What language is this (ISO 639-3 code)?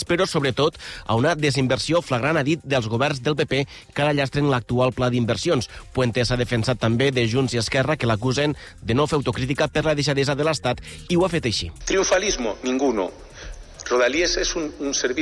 cat